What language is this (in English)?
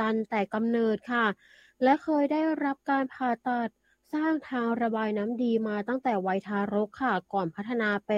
Thai